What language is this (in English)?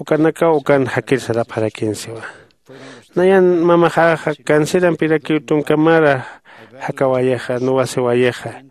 Aymara